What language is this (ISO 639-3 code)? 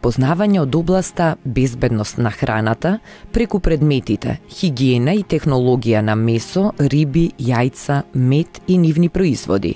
mkd